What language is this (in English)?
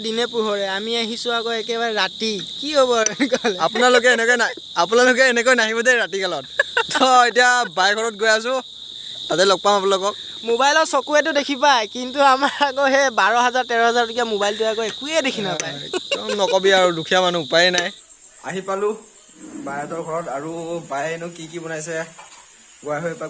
Assamese